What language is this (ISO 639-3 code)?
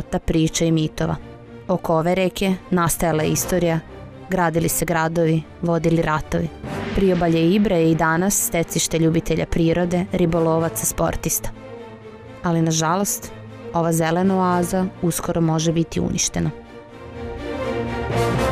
srp